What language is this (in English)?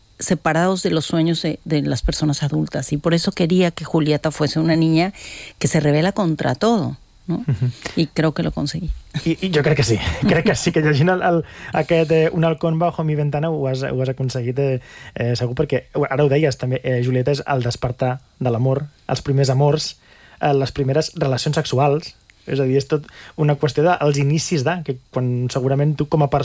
Catalan